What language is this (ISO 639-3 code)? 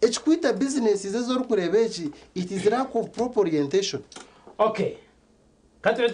nyn